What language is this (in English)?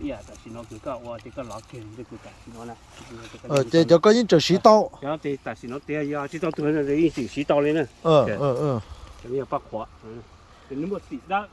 Hmong